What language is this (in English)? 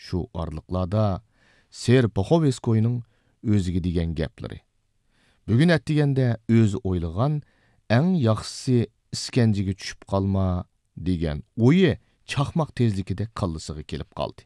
Uyghur